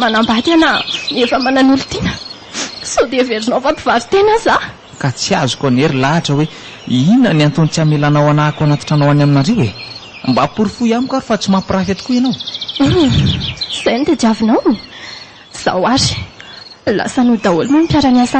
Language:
Malagasy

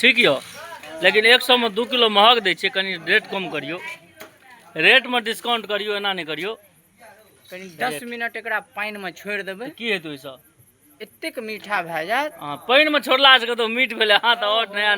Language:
Maithili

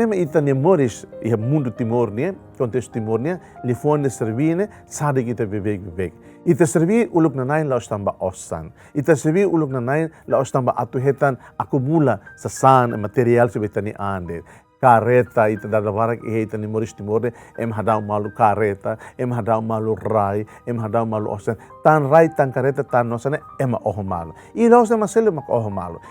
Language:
Tetum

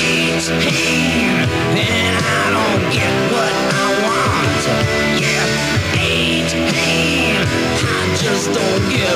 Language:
English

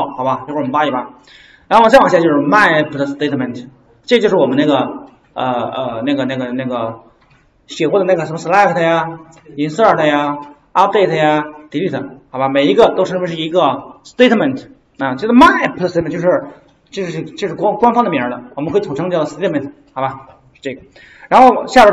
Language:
Chinese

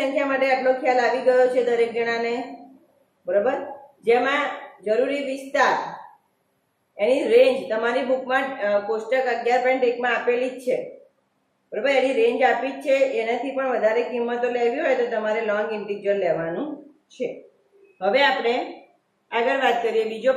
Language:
Gujarati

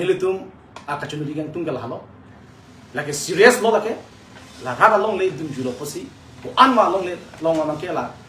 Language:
Karbi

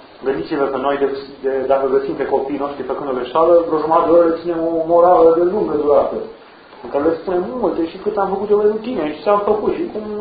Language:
Romanian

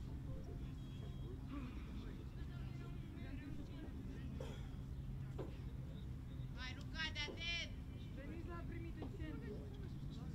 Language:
Romanian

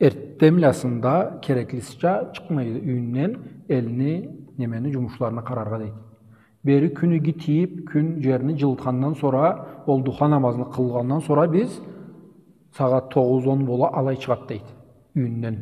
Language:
Karachay-Balkar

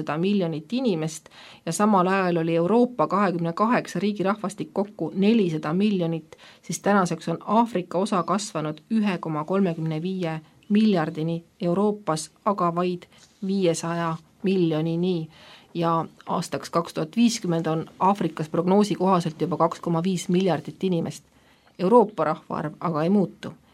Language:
Estonian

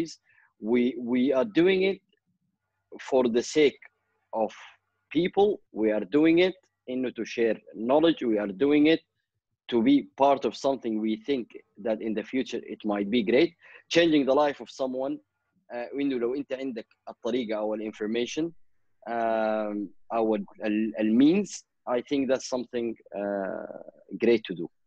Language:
Sudanese Arabic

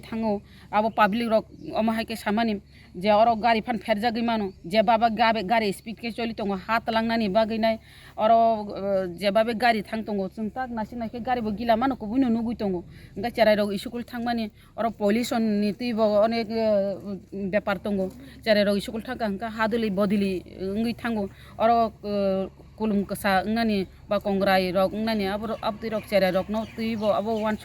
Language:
Kok Borok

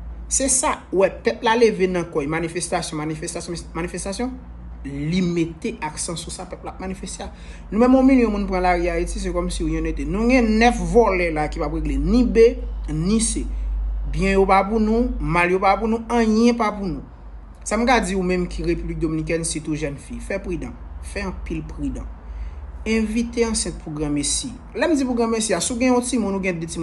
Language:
Haitian Creole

